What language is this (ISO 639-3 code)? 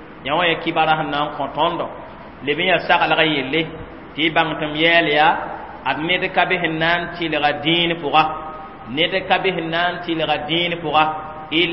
mos